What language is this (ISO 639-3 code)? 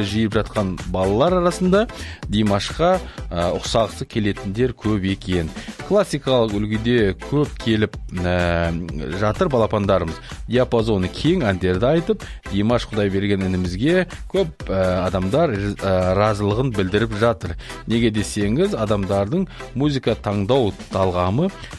kaz